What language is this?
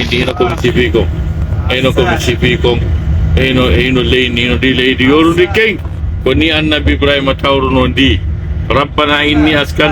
Pular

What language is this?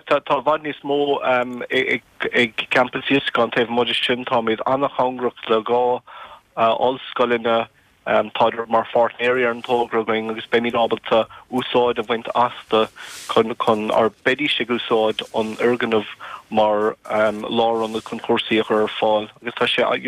Irish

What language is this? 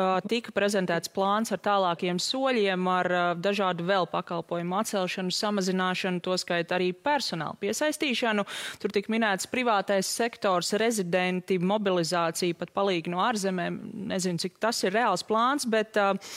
Latvian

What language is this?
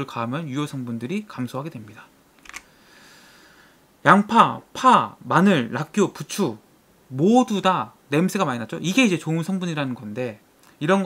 Korean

